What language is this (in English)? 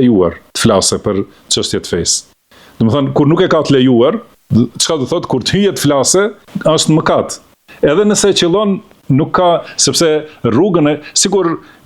Albanian